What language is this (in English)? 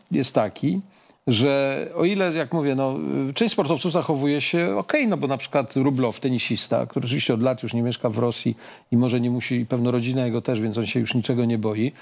Polish